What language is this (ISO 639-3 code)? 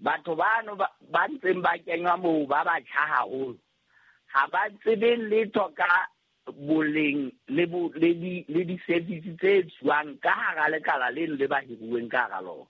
sot